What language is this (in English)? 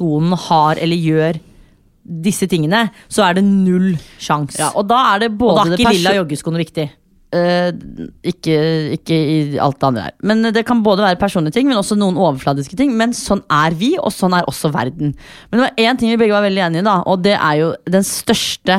Norwegian